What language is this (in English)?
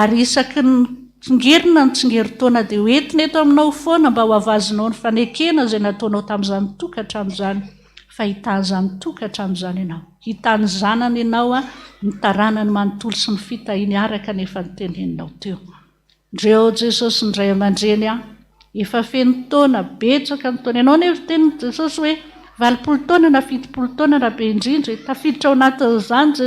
Malagasy